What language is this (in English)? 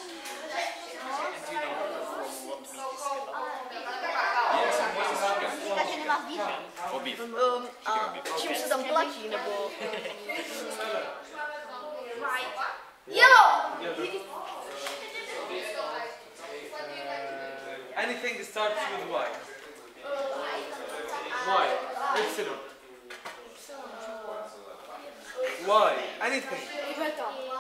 Czech